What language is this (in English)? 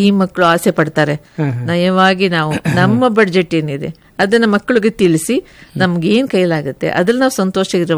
Kannada